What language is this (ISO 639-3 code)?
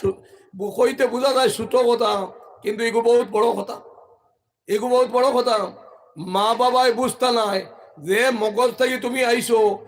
syl